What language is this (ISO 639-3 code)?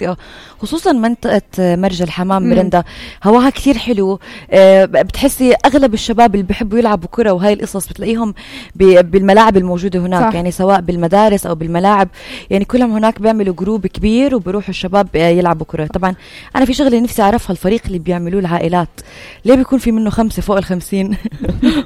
apc